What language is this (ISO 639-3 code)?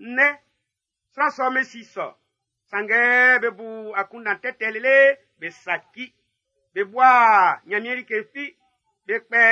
bci